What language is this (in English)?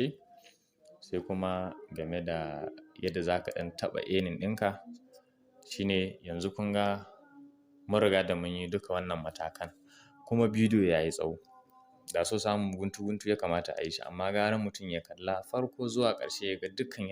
Hausa